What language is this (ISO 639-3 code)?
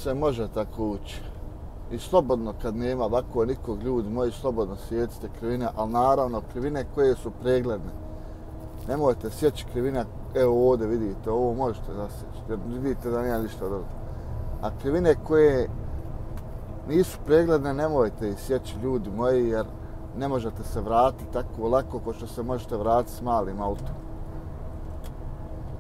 bos